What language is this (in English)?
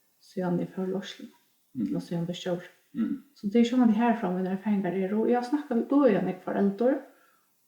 Faroese